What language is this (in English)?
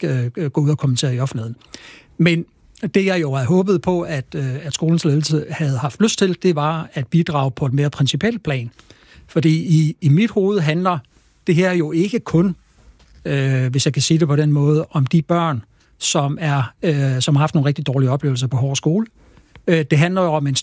Danish